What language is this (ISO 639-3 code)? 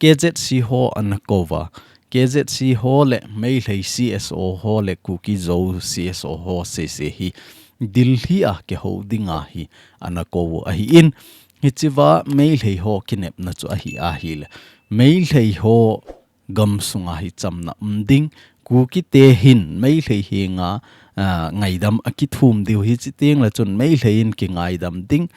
tcz